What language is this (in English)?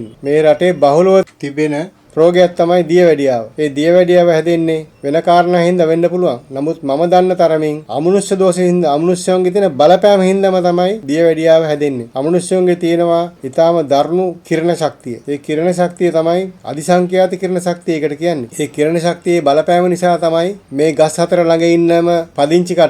Sinhala